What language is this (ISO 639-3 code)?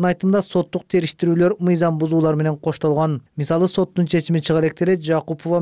kir